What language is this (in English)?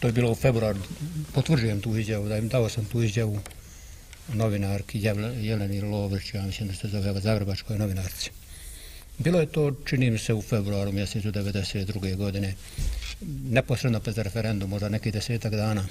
Bosnian